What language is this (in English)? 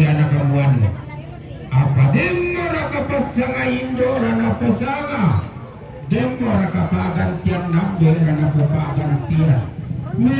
Toraja-Sa'dan